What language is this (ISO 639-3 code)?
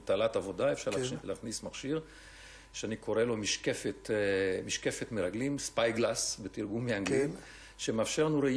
heb